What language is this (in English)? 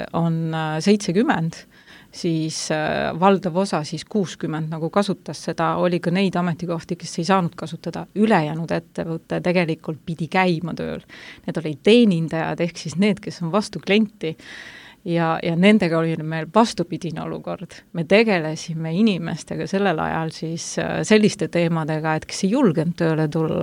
Estonian